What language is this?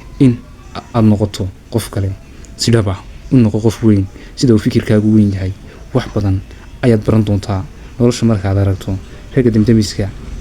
Somali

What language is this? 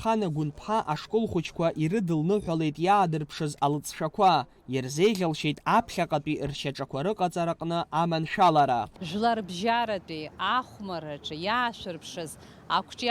Abkhazian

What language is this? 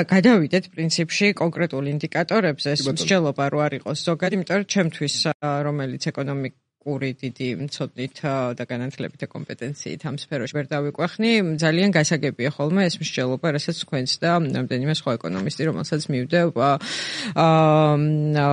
Georgian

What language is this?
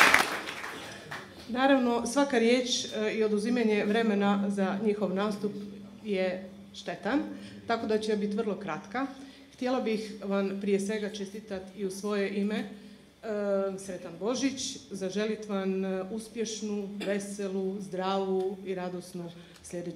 Croatian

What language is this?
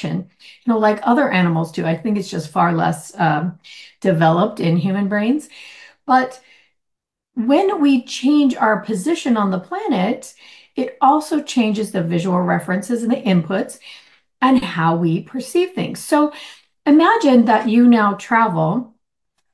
English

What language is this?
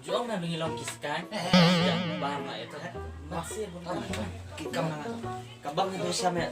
Khasi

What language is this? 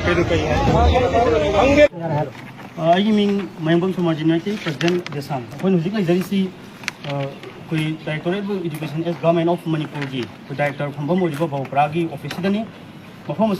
Manipuri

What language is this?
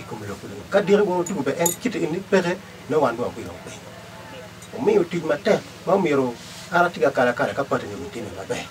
Acoli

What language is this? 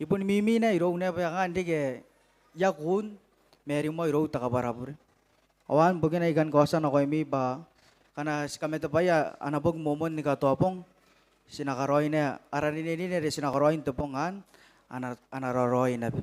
Gilbertese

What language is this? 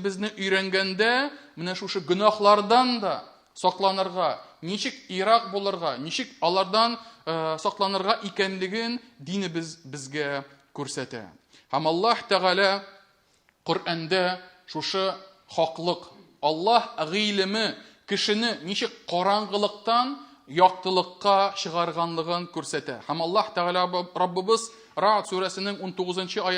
Tatar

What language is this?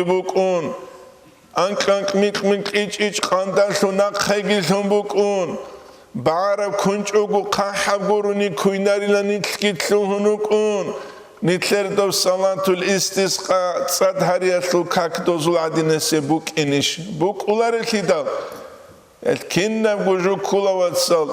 Avaric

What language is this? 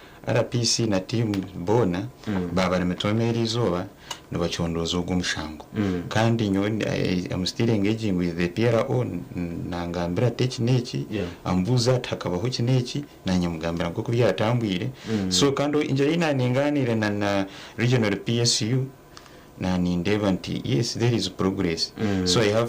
Nyankole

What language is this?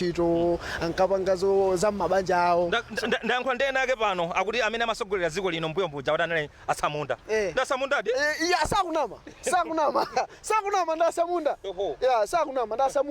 Nyanja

